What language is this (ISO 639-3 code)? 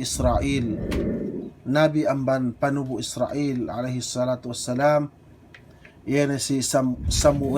yka